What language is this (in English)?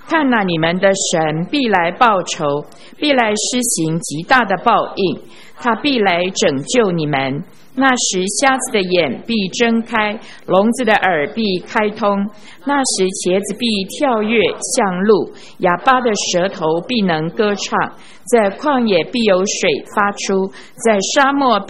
Chinese